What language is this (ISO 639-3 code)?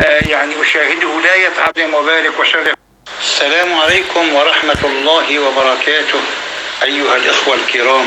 apc